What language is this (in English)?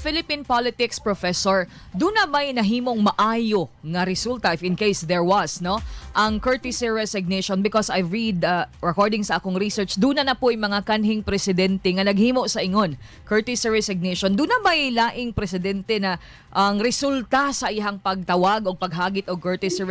Cebuano